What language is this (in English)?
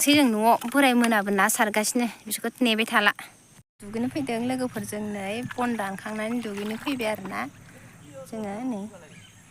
Bodo